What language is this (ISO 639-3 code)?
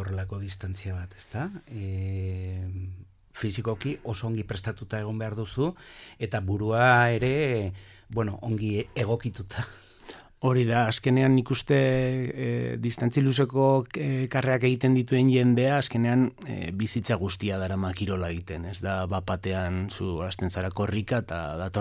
eus